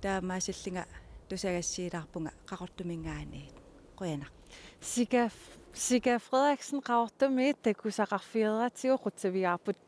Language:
Kalaallisut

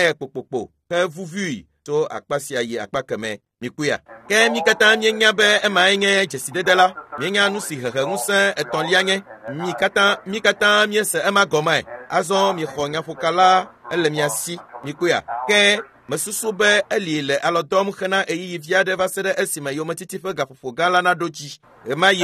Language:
Ewe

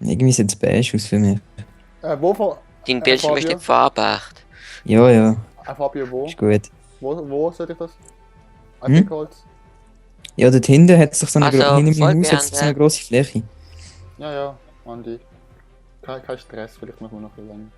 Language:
Swiss German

